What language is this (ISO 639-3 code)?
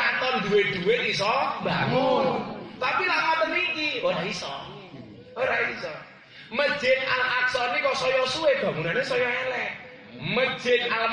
jav